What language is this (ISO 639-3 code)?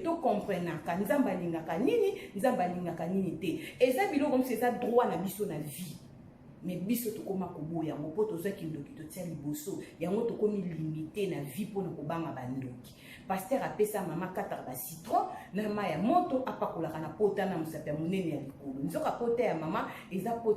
lin